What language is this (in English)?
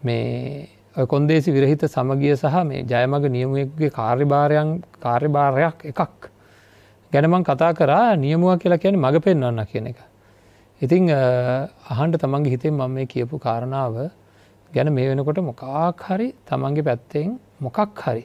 Sinhala